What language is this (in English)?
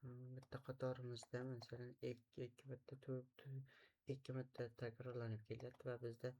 Uzbek